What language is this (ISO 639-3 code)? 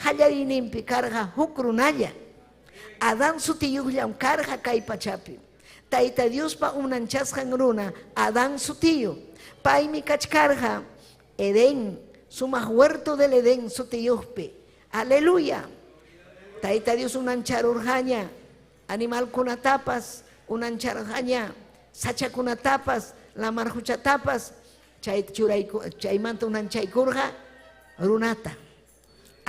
quy